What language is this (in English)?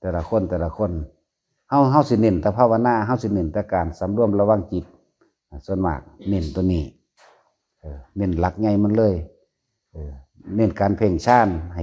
Northeastern Thai